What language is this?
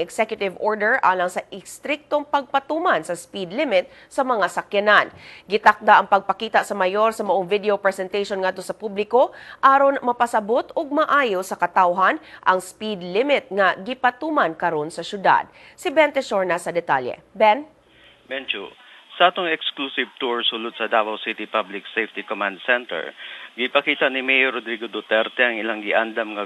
Cebuano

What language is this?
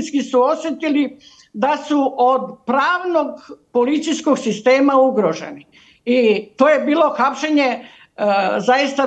Serbian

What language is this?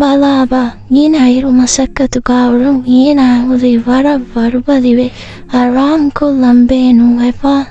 Divehi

